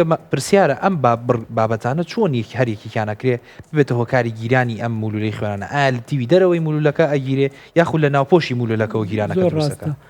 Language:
Central Kurdish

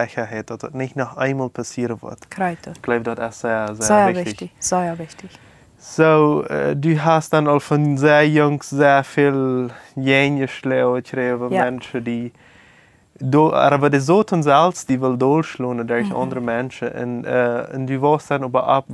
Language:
Plautdietsch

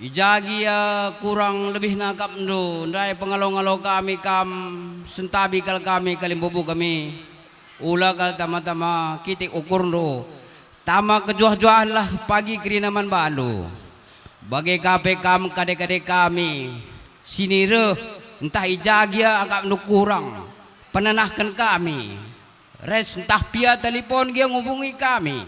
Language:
Batak Karo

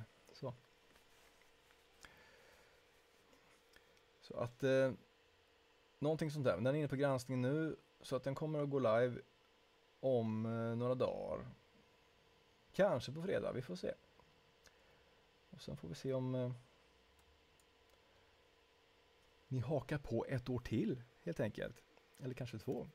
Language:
Swedish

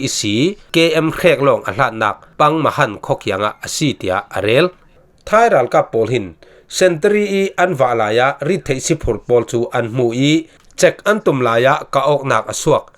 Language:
Falam Chin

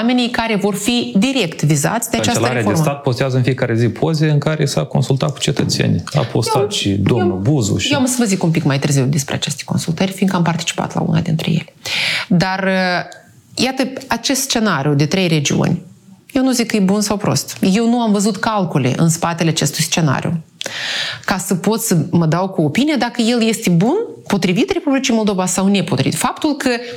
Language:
Romanian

